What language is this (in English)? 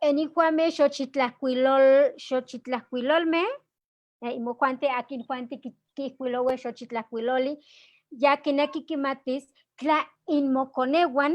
Eastern Huasteca Nahuatl